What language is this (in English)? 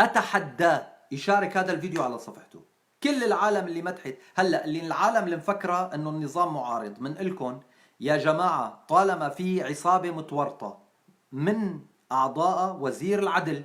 North Levantine Arabic